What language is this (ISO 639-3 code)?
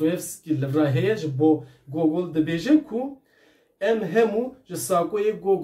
kur